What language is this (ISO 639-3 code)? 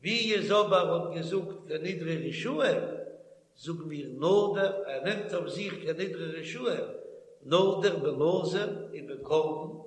yid